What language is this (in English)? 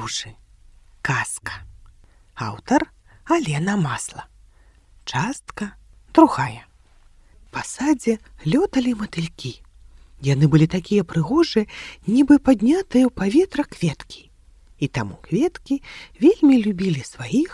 Belarusian